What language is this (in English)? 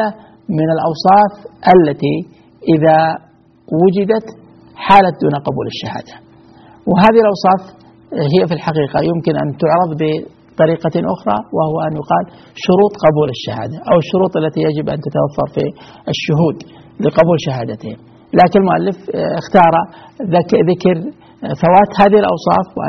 Arabic